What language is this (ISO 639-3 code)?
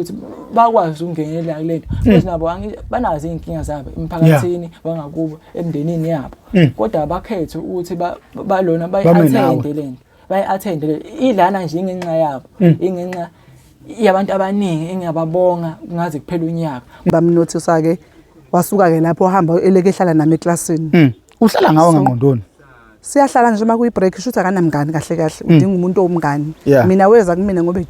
zul